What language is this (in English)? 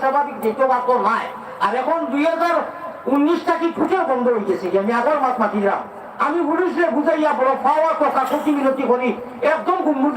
Sylheti